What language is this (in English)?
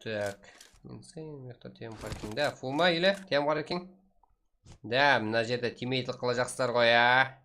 Kara-Kalpak